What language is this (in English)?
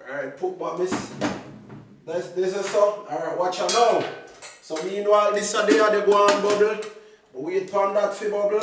Jamaican Creole English